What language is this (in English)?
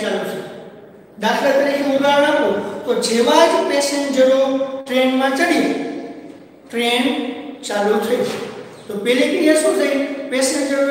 Gujarati